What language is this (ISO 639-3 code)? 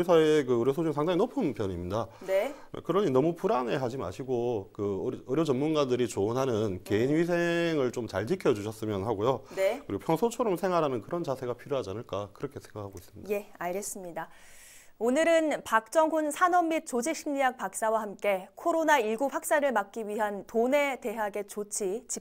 kor